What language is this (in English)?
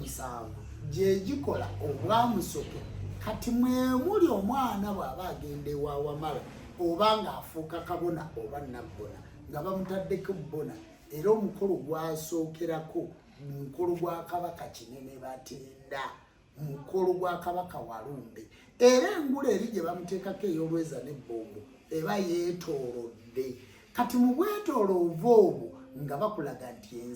Ganda